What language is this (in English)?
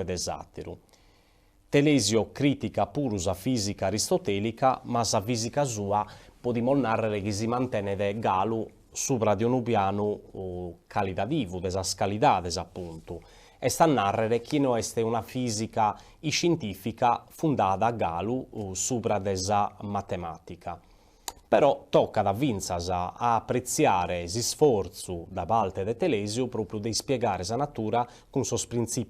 Sardinian